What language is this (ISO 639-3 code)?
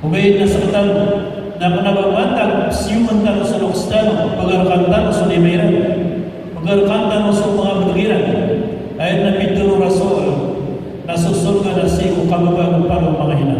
mrw